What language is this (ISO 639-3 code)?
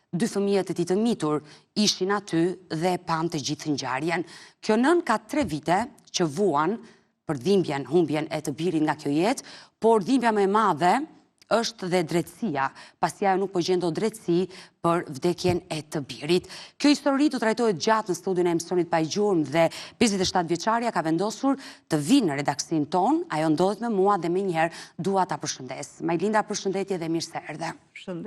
sqi